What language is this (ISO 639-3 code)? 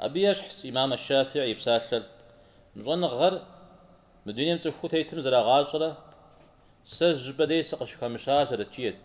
kbd